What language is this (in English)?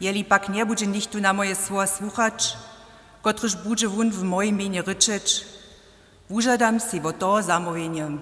Upper Sorbian